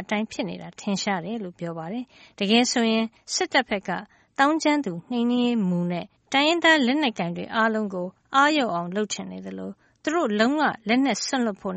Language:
Burmese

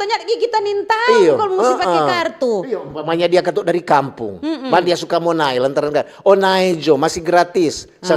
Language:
Manado Malay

